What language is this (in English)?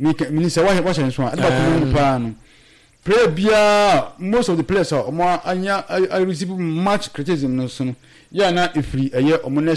Akan